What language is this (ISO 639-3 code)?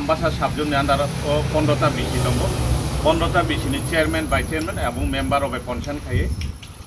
trp